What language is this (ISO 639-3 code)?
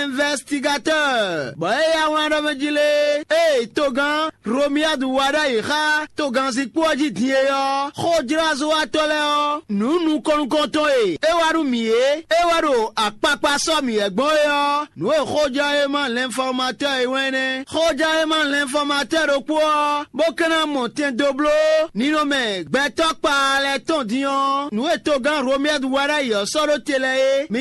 fon